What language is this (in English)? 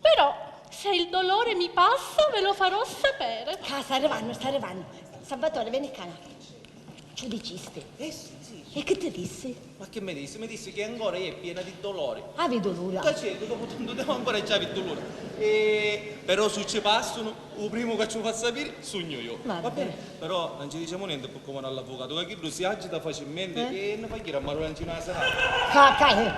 Sicilian